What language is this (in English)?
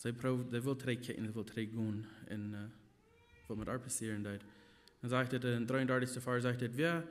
Plautdietsch